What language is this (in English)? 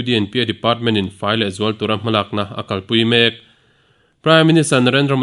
Mizo